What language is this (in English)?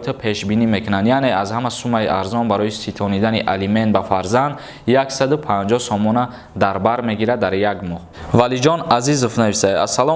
Tajik